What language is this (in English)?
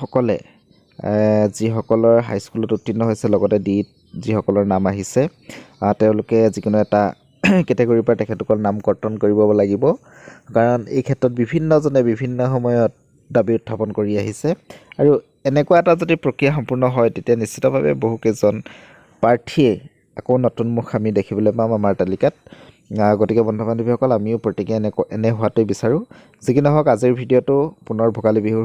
Assamese